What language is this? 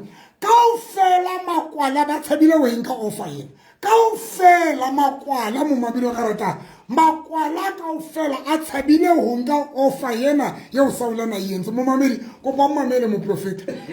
Southern Sotho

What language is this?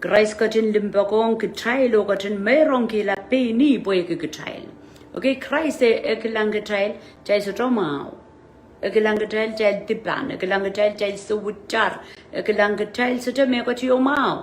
Pohnpeian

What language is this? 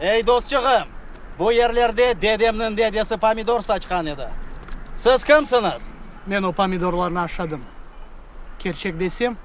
Crimean Tatar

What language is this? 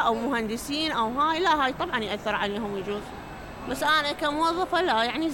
Mesopotamian Arabic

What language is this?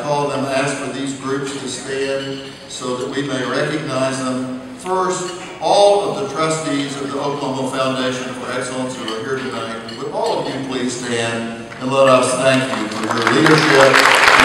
English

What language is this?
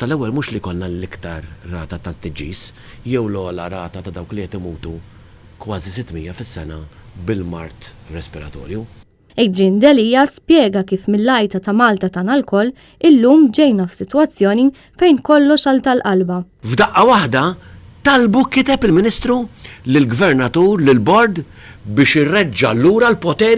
Maltese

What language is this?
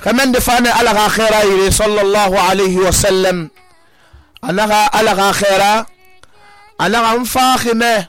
Susu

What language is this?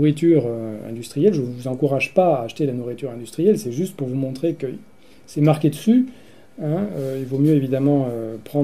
French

